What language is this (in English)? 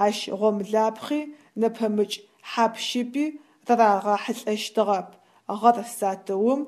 Adyghe